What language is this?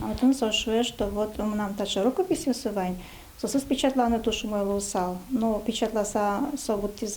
Udmurt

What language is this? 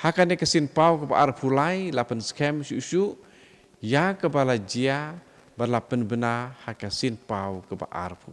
Khasi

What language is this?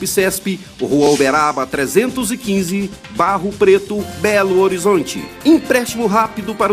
Portuguese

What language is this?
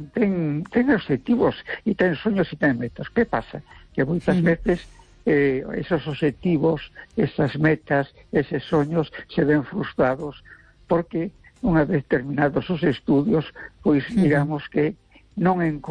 Galician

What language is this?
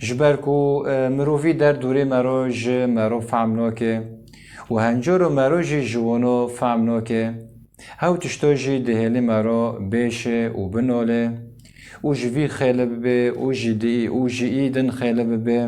Kurdish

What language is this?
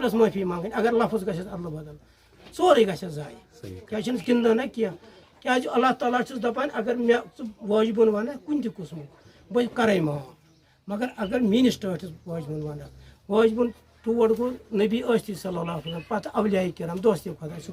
Kashmiri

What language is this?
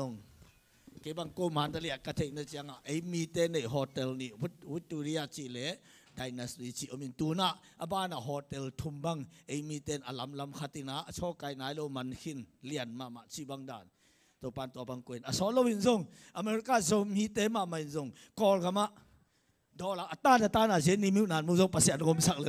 Tedim Chin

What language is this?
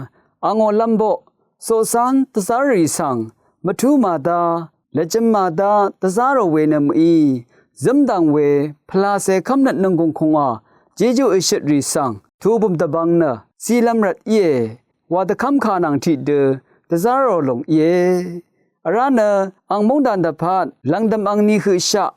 Rawang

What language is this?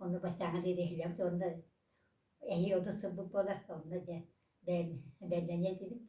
Yakut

